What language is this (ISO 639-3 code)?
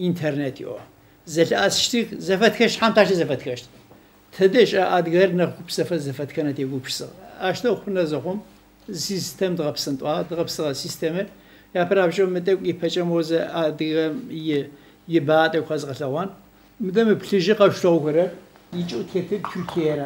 ady